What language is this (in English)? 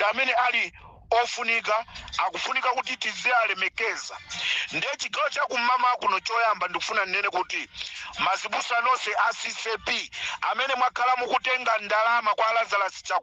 Nyanja